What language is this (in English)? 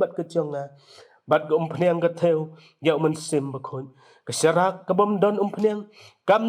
Khasi